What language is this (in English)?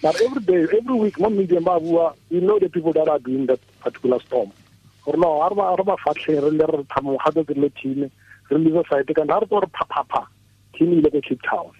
Tswana